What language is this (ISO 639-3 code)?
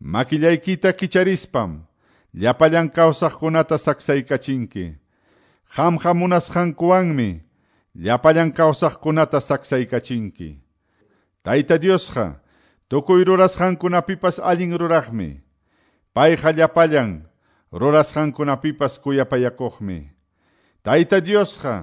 que